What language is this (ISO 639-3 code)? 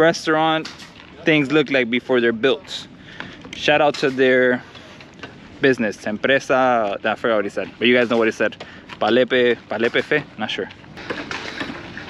eng